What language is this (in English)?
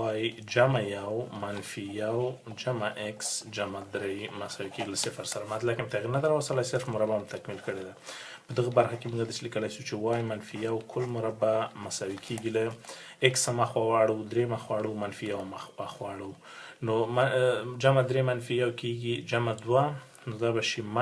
Pashto